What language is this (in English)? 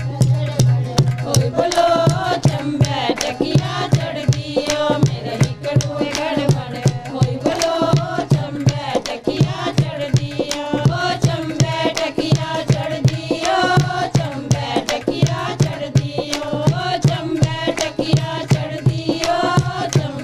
Dogri